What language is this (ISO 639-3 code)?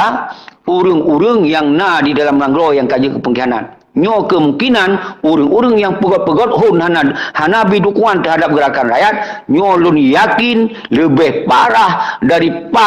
ace